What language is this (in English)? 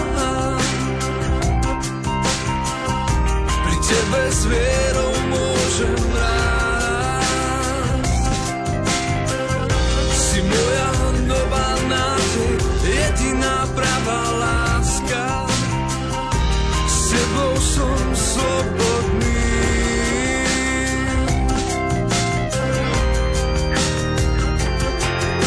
Slovak